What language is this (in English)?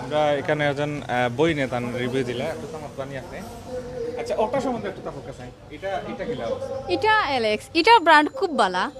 Sylheti